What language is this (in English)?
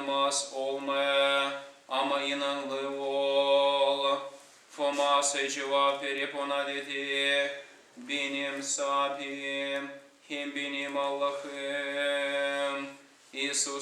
Gagauz